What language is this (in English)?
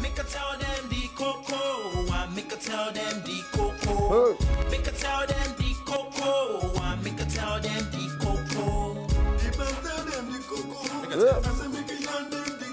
Nigerian Pidgin